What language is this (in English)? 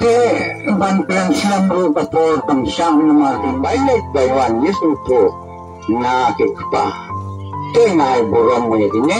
Khasi